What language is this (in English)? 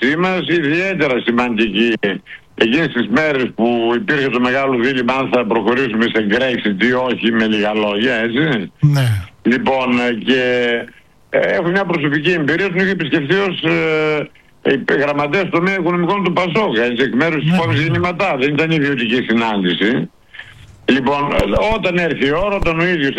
Greek